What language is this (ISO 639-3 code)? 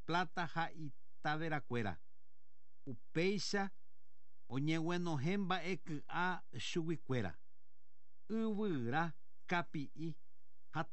grn